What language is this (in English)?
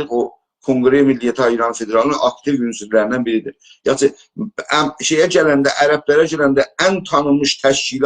South Azerbaijani